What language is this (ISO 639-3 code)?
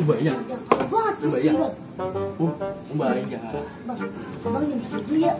bew